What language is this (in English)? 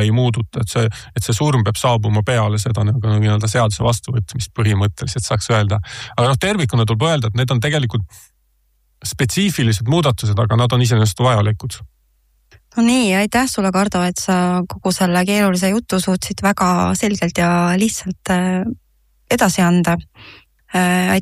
Estonian